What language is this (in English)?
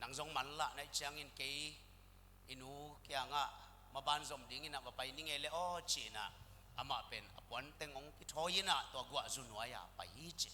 Tedim Chin